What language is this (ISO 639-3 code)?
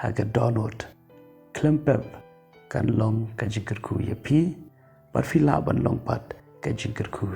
kha